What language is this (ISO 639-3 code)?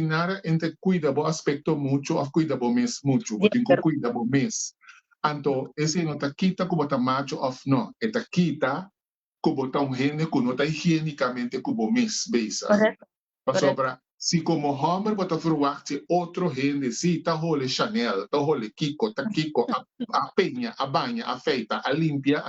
pap